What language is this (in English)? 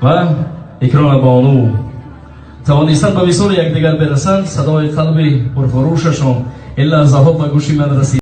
Tajik